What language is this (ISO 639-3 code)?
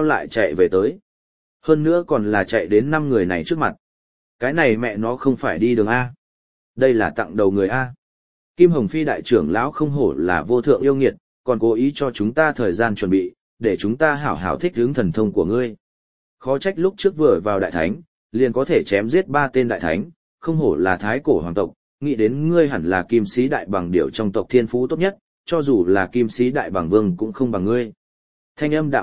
vie